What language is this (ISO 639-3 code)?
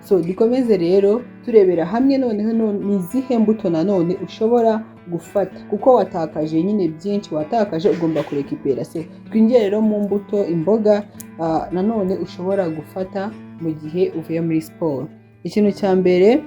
kin